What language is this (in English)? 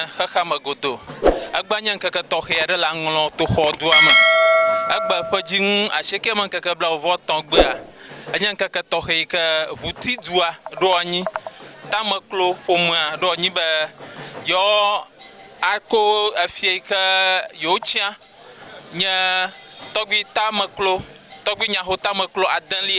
Ewe